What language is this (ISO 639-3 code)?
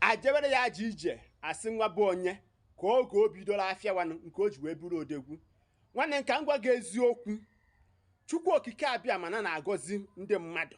ibo